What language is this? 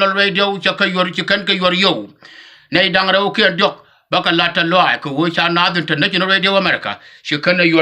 Nuer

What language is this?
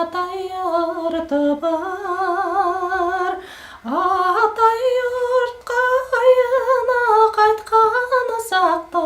Bashkir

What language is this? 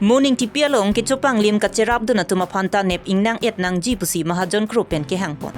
Karbi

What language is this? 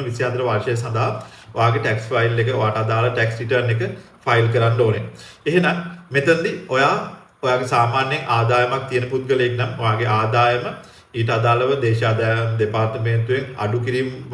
Sinhala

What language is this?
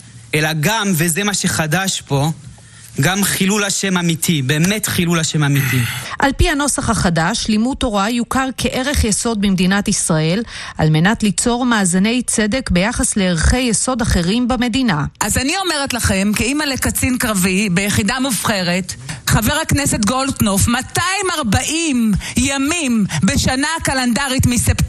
Hebrew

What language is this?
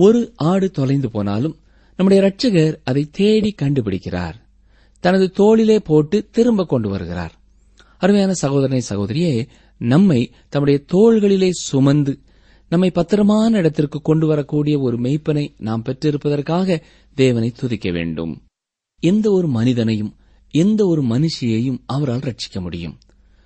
Tamil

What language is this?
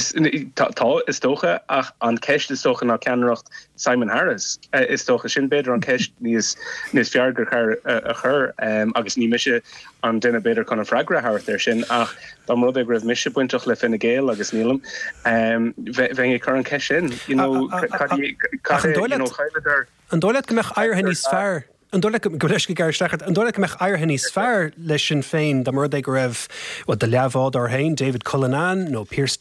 Irish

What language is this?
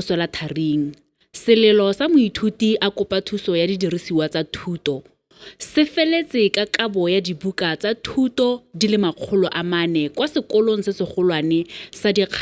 Tswana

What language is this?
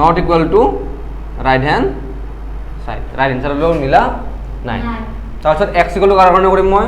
Assamese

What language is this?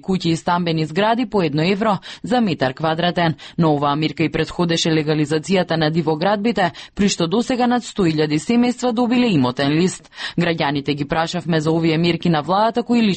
Macedonian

